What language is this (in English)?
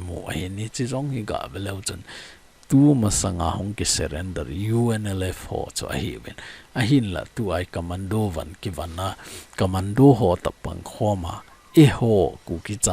Thado Chin